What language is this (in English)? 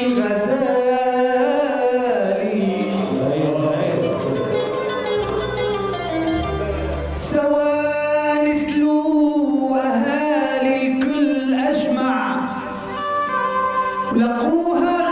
North Levantine Arabic